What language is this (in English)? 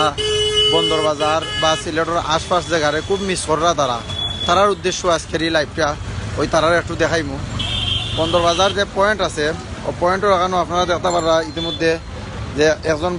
Sylheti